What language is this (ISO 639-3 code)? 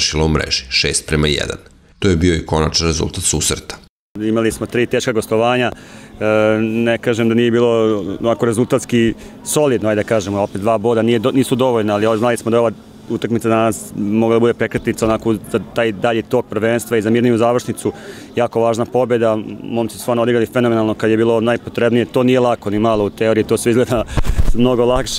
srp